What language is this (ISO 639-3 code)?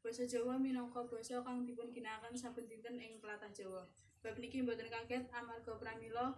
jav